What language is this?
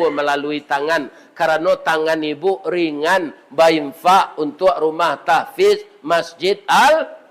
Minangkabau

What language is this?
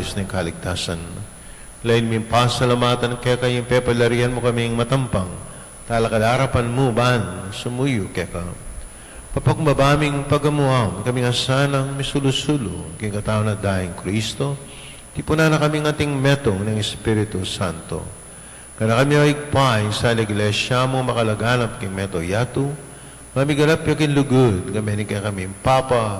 Pampanga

